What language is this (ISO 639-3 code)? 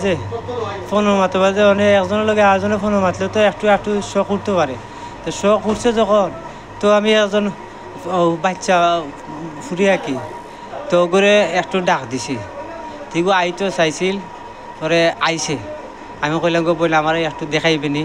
syl